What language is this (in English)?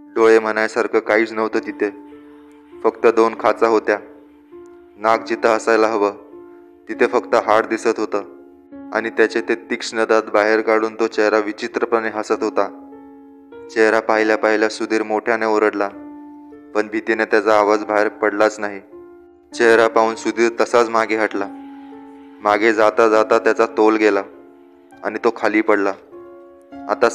Marathi